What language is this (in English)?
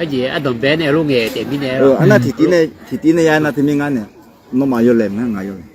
Akha